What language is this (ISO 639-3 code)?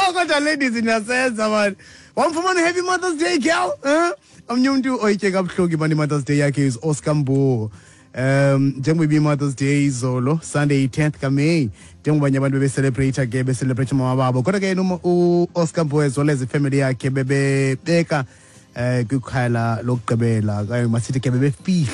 xho